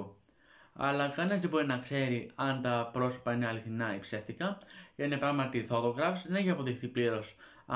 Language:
Greek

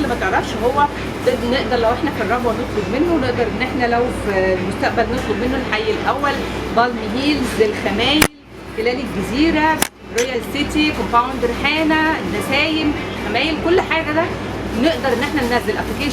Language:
Egyptian Arabic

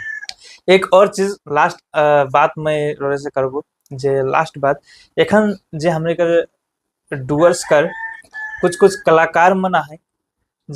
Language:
Sadri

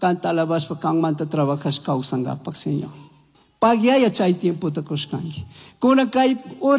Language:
Chimborazo Highland Quichua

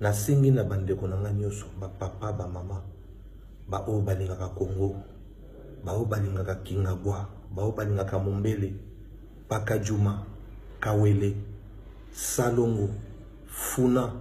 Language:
Lingala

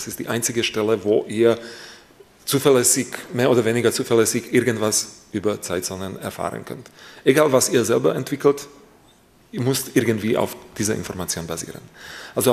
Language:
German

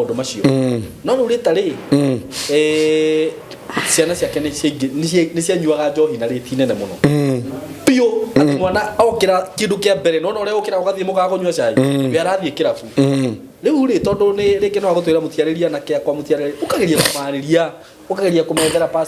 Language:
Kikuyu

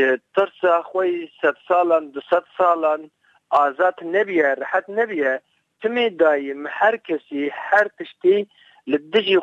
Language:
Kurdish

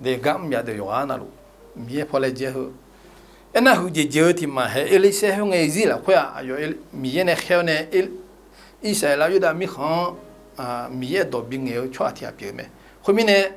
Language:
Akha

